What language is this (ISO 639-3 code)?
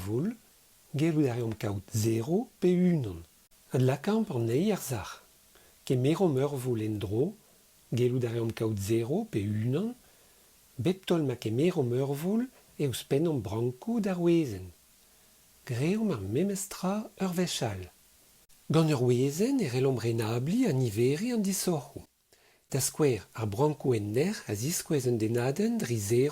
bre